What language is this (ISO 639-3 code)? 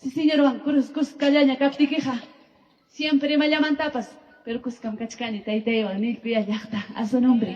quy